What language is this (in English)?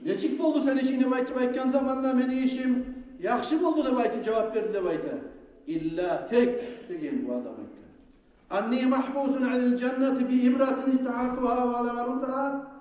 Kumyk